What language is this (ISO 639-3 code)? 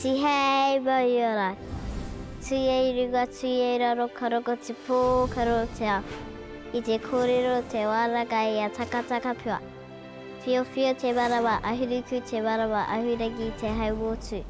mri